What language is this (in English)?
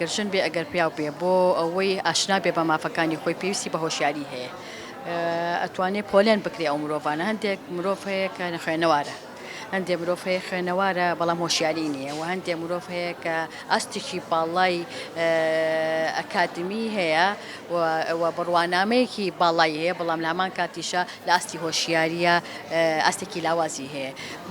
Central Kurdish